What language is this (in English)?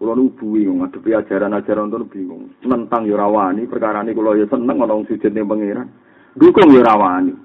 Javanese